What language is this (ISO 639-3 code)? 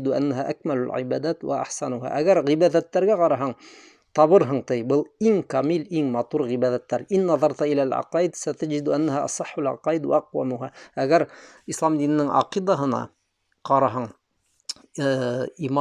bak